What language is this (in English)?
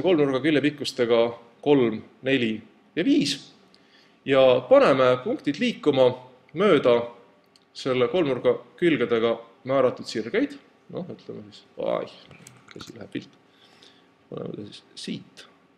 Estonian